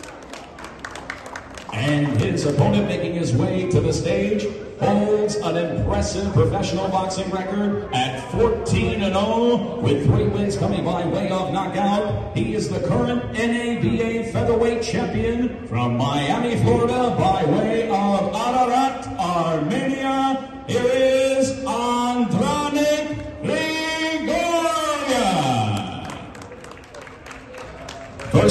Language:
English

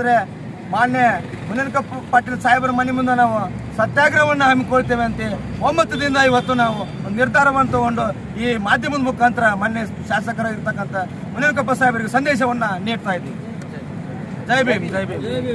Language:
Kannada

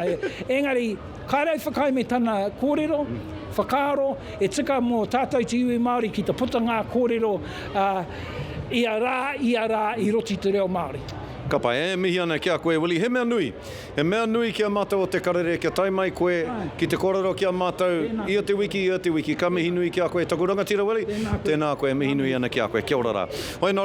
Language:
Māori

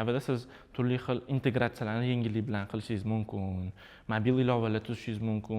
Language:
Uzbek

